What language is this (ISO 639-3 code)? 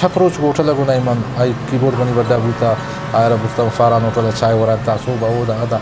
bgp